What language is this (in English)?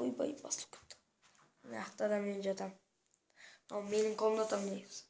Kazakh